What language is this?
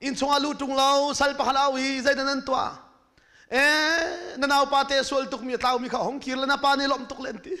Hakha Chin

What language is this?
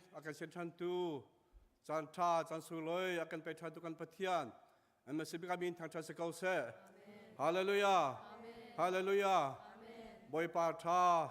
Hakha Chin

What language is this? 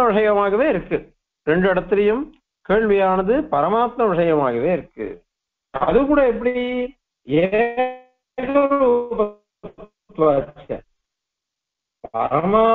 Tamil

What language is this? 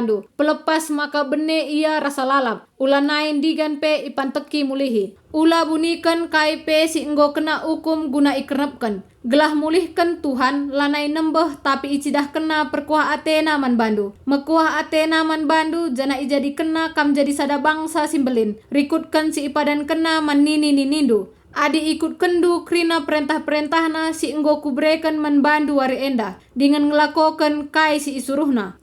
Batak Karo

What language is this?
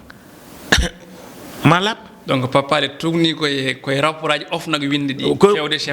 Fula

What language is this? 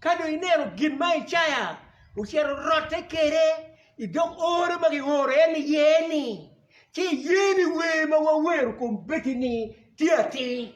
Acoli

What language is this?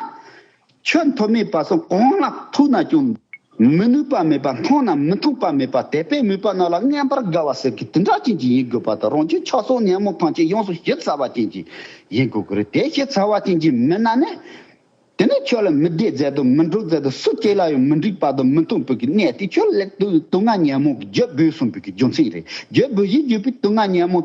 Tibetan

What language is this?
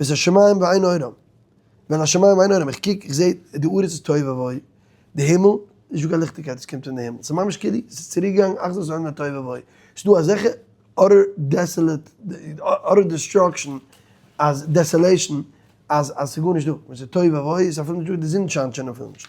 Yiddish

